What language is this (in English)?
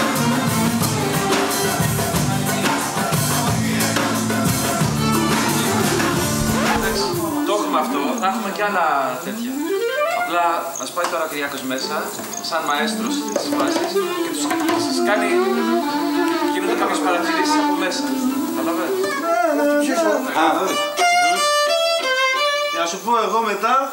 Greek